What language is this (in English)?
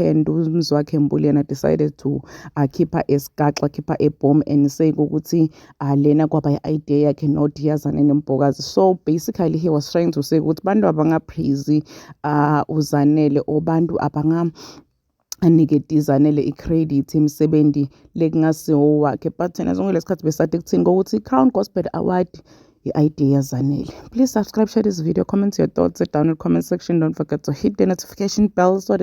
Zulu